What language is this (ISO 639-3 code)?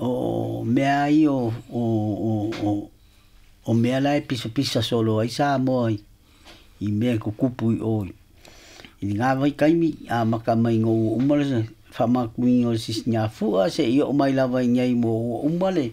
smo